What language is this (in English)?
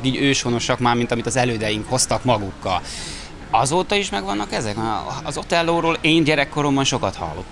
Hungarian